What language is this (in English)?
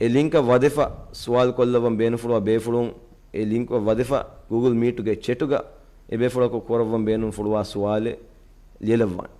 Divehi